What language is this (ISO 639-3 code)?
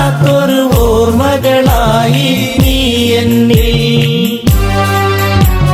mal